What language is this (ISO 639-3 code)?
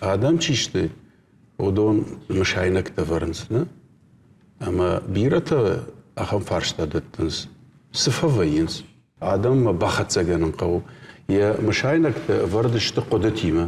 oss